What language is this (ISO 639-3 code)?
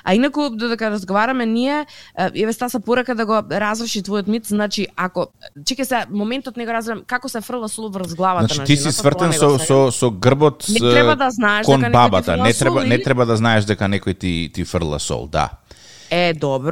mkd